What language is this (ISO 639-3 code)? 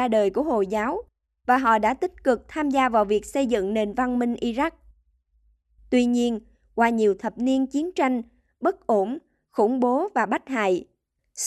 vie